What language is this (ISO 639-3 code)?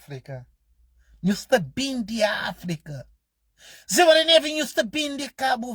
kea